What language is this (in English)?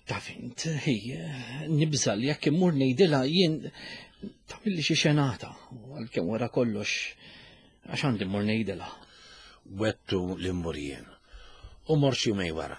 Maltese